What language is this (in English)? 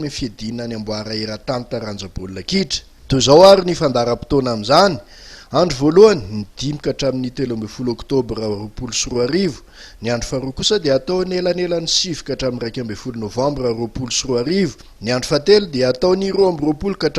Malagasy